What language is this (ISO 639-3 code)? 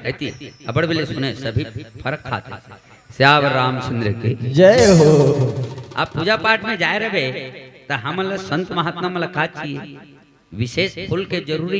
hne